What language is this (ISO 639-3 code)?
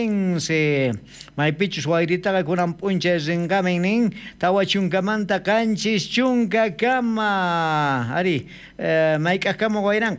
quh